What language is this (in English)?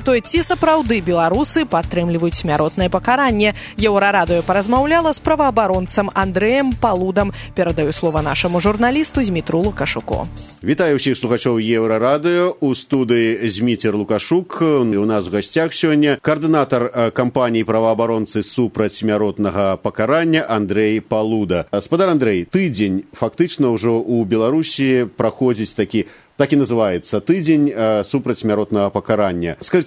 Belarusian